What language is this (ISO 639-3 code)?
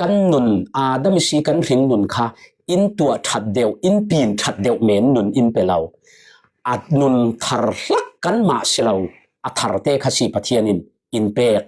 cfm